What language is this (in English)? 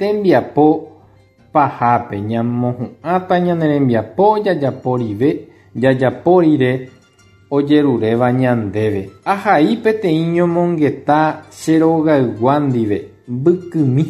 Guarani